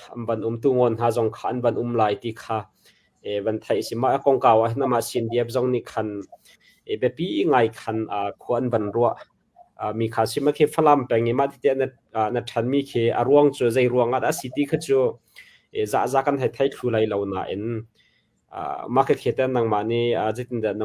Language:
Hakha Chin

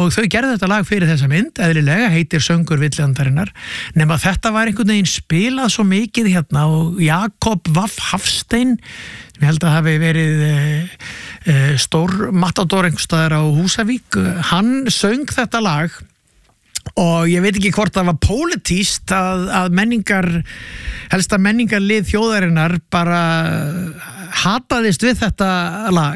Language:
Icelandic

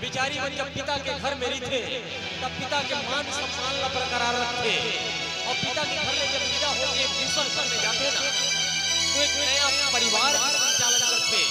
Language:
Chhattisgarhi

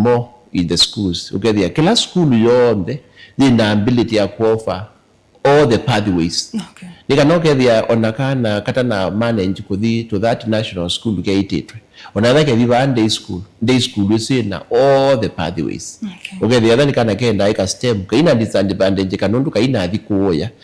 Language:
Kamba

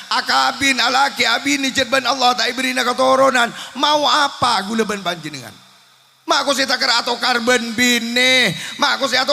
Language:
Madurese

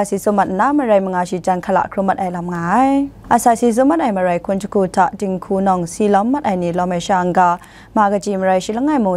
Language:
Kachin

